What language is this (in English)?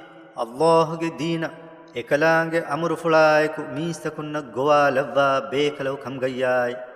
Divehi